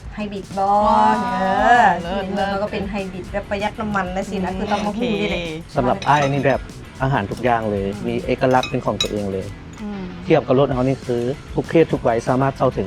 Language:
Lao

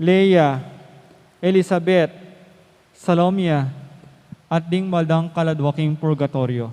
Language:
Pampanga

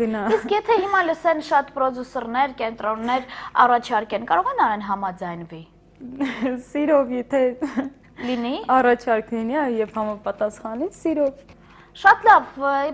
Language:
Armenian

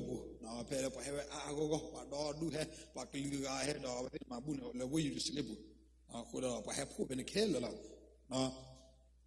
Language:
S'gaw Karen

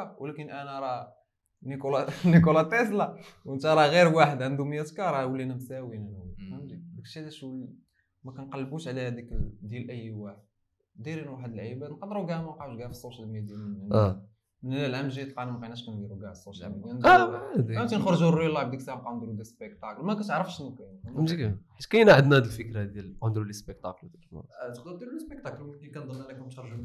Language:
Moroccan Arabic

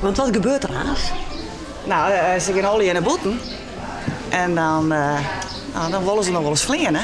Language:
Western Frisian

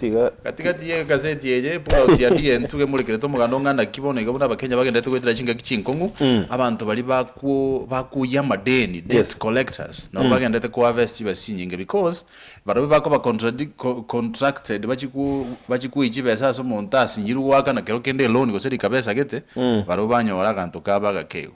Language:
Gusii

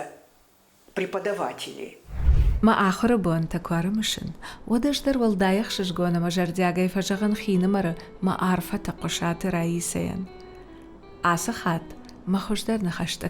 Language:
Ossetic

